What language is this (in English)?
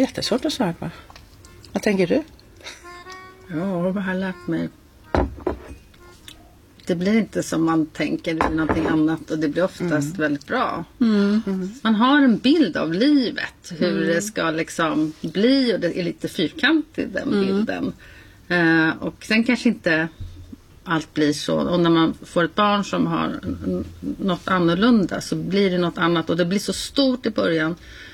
Swedish